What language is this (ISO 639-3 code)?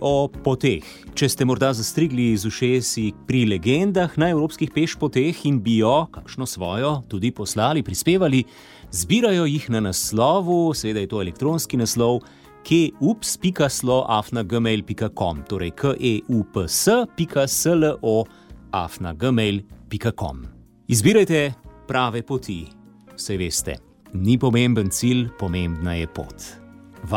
slv